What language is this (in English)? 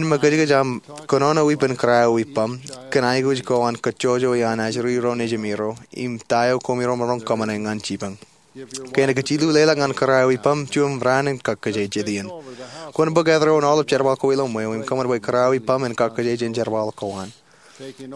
Marshallese